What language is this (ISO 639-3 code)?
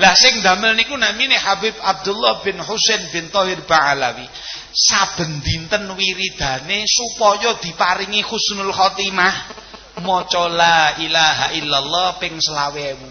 jav